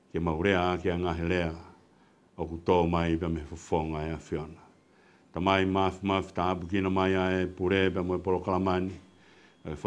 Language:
Tongan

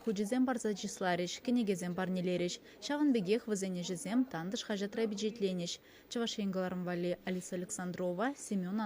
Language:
Chuvash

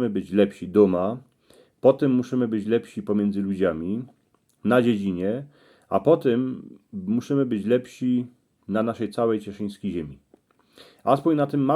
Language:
Silesian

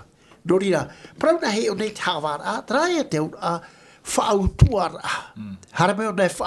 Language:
Tahitian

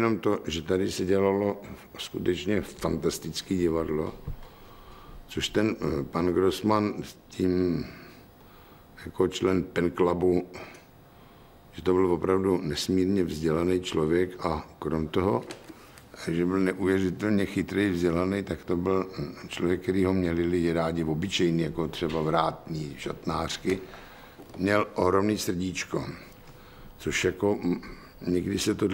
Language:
Czech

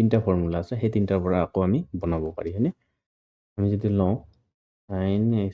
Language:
Assamese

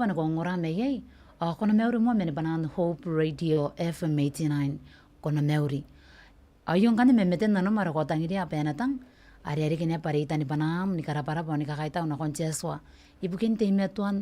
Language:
Gilbertese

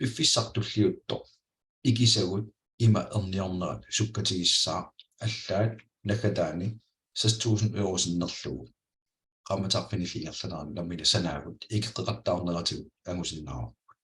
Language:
Kalaallisut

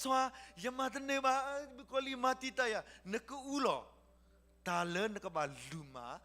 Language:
S'gaw Karen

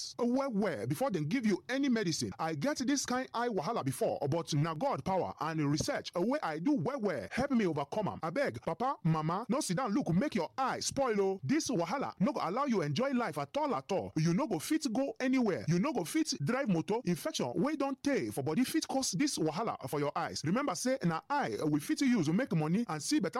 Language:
Nigerian Pidgin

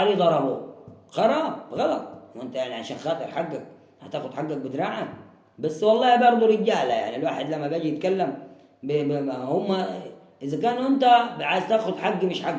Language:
Egyptian Arabic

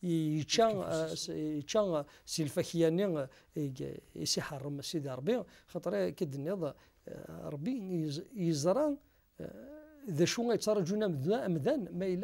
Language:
Kabyle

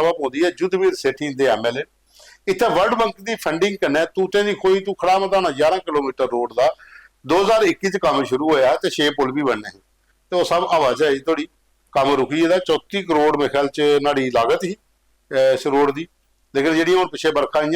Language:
Dogri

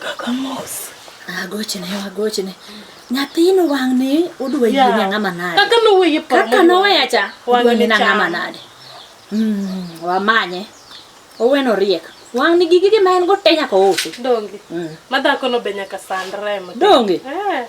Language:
Luo (Kenya and Tanzania)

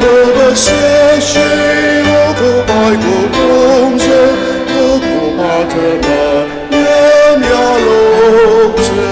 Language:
Ao Naga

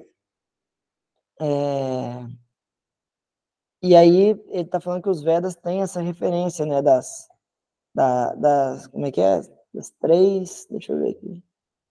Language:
Portuguese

